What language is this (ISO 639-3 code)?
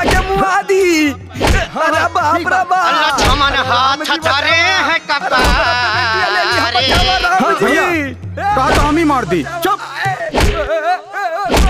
bho